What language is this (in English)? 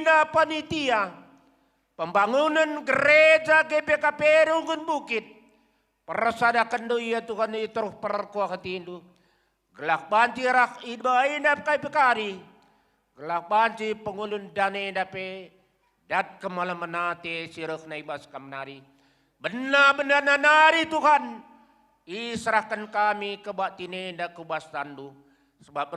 Batak Karo